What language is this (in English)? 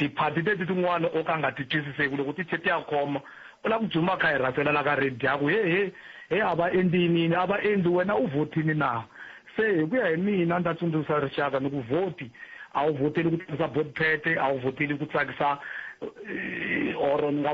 Tsonga